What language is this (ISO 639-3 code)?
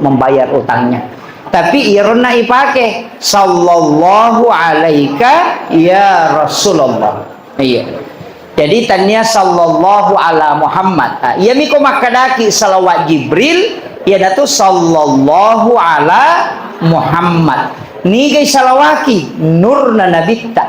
bug